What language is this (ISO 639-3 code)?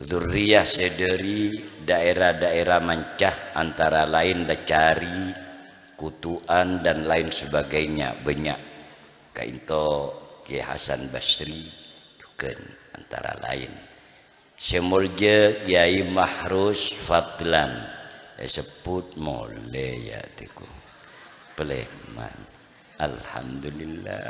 mad